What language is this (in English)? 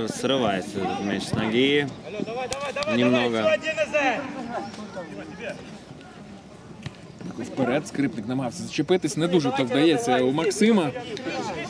Ukrainian